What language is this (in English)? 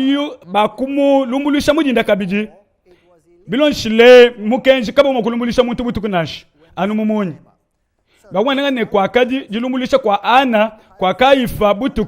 Luba-Lulua